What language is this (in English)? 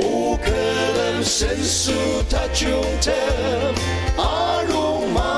Ao Naga